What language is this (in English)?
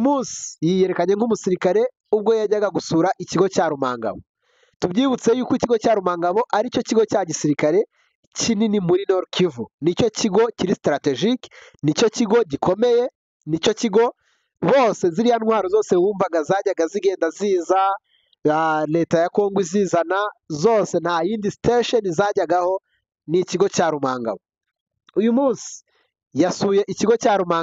Kinyarwanda